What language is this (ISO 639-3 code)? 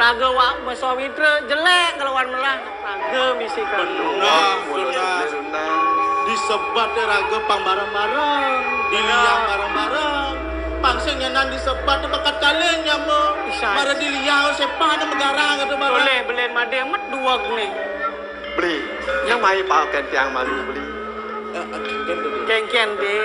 ban